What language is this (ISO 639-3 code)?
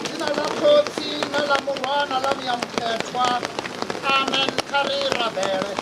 ven